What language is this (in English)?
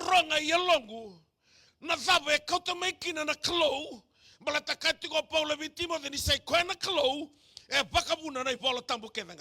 Fijian